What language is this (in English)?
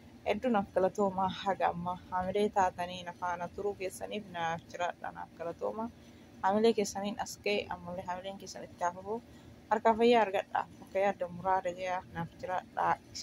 Oromo